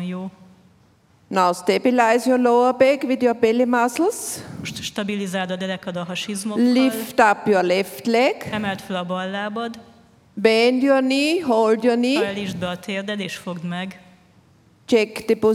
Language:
Hungarian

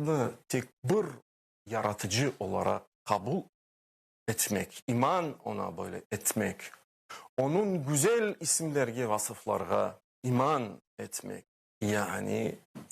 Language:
Crimean Tatar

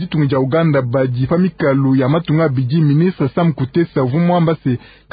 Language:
Luba-Lulua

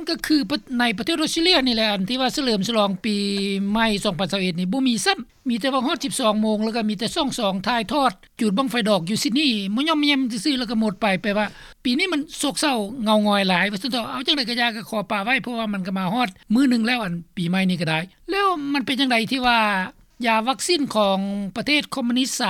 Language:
Lao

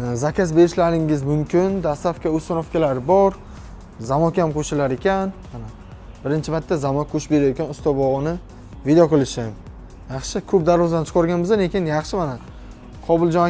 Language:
Uzbek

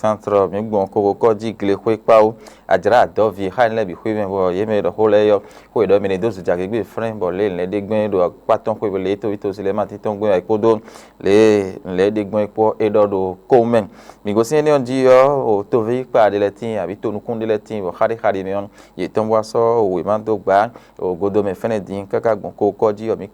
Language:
Fon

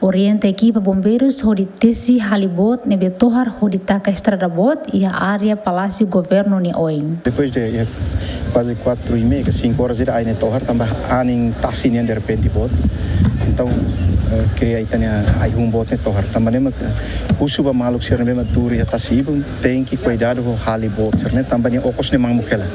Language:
Tetum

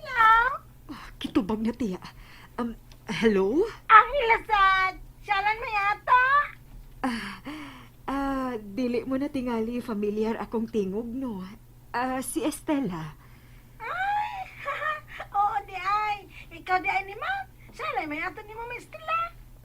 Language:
Cebuano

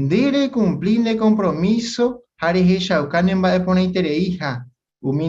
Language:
Guarani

